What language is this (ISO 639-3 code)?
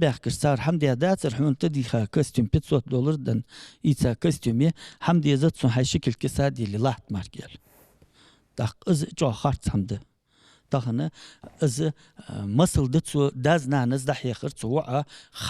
inh